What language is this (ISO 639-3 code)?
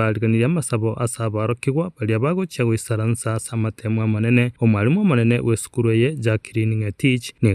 guz